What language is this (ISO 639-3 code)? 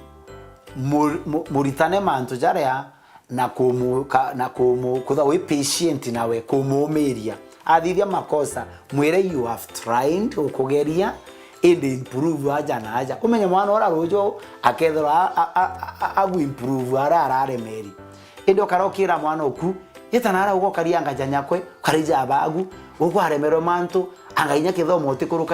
mer